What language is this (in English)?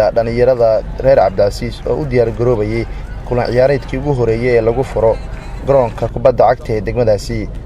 Somali